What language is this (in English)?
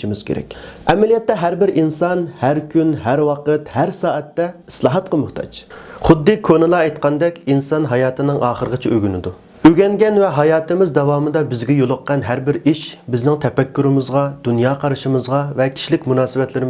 Uyghur